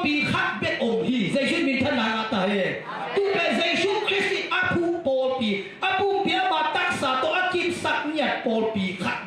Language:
Tedim Chin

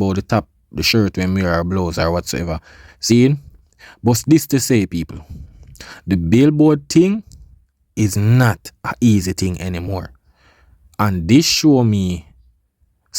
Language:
Jamaican Creole English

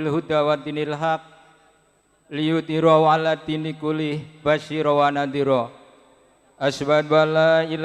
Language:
Javanese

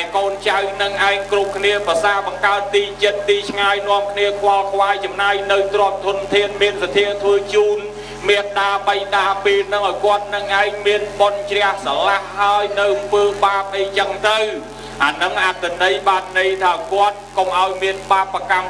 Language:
Khmer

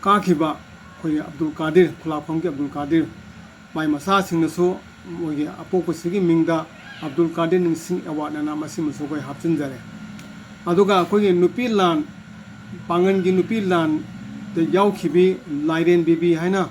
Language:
Manipuri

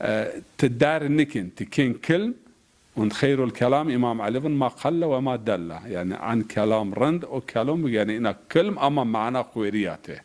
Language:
Zaza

